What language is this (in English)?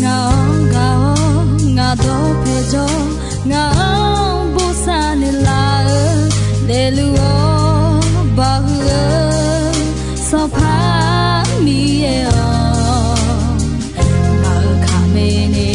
Akha